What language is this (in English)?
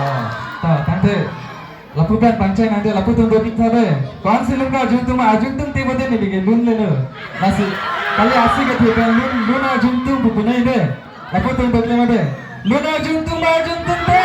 Karbi